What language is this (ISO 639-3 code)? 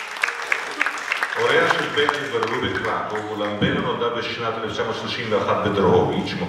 heb